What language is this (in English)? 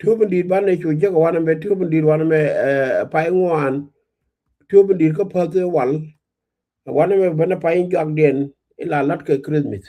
Nuer